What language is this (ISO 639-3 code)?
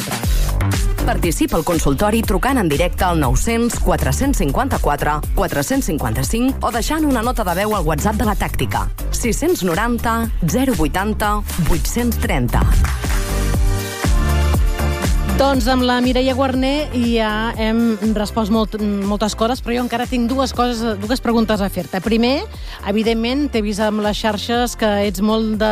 cat